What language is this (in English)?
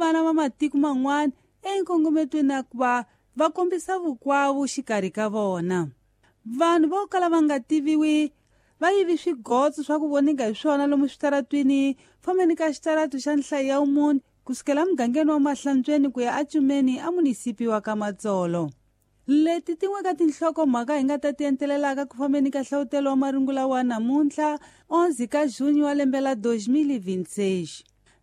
Tsonga